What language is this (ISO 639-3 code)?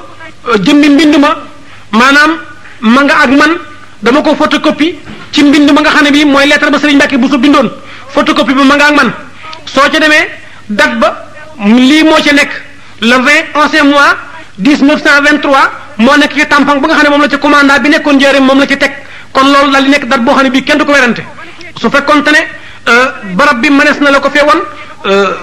wol